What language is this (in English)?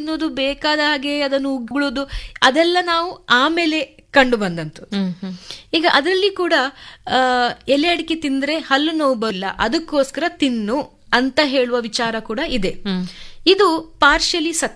Kannada